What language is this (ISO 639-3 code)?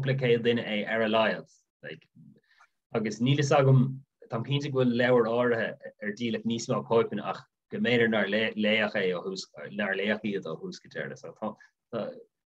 gle